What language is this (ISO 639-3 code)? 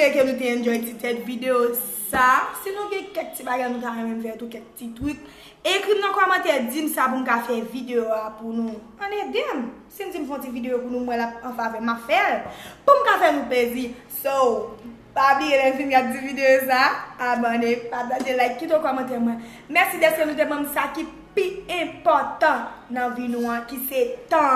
hat